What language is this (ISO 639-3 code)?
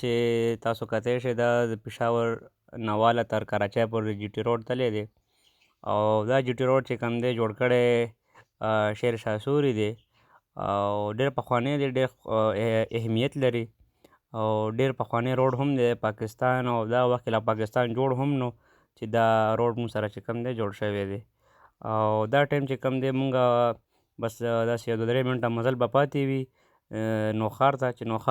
pus